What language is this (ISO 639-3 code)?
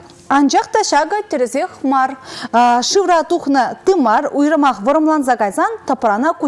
chv